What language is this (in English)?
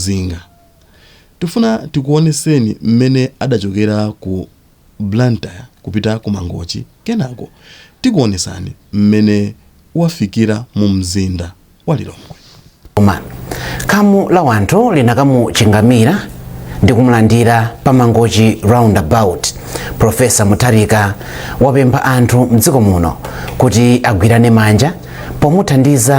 Nyanja